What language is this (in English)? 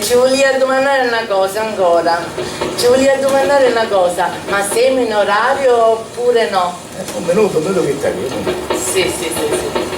Sicilian